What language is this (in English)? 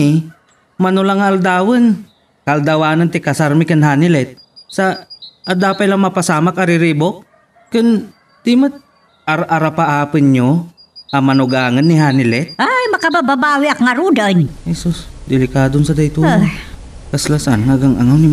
Iloko